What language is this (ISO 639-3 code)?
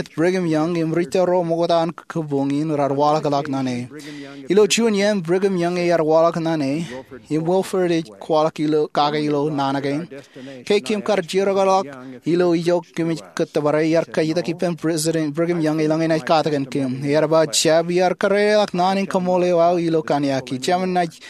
mah